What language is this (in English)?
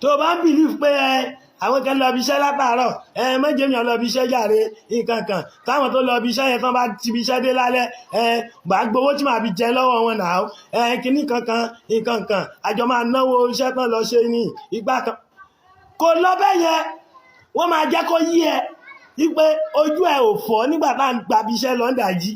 Yoruba